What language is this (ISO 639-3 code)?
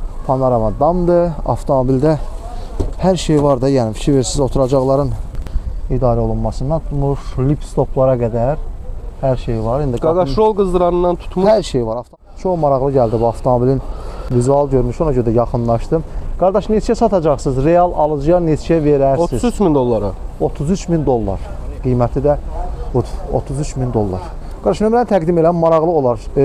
aze